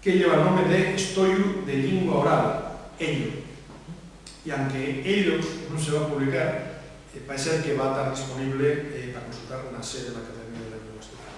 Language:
Asturian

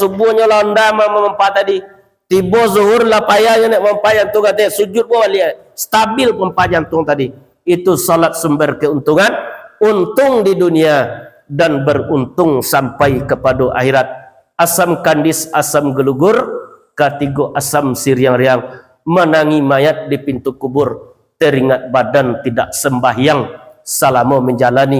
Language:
Minangkabau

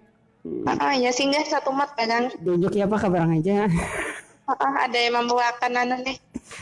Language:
Banjar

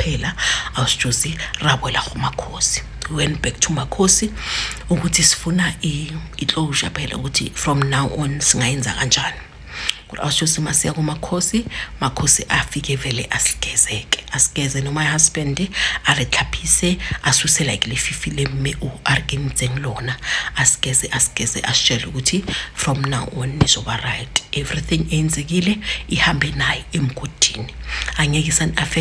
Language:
Zulu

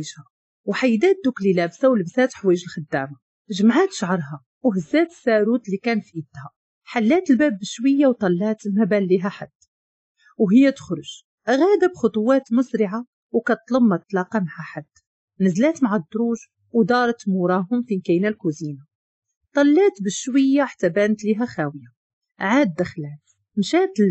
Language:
Moroccan Arabic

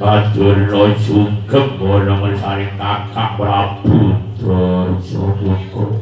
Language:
Javanese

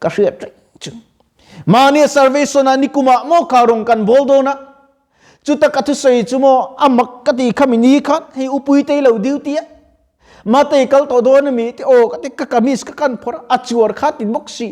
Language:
Mizo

